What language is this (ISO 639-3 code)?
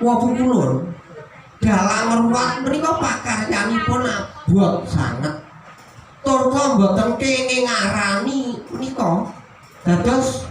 jav